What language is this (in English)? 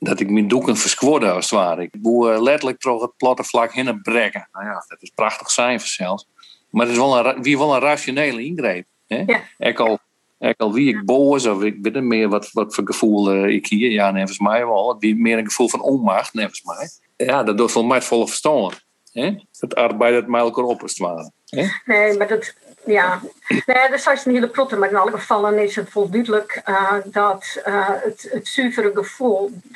Western Frisian